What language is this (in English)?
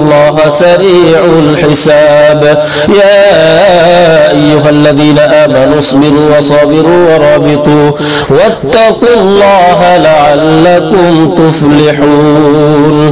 Arabic